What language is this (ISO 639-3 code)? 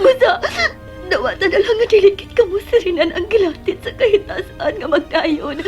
ceb